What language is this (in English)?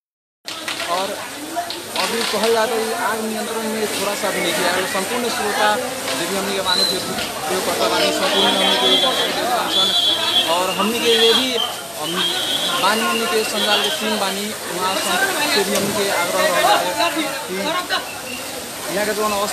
Bhojpuri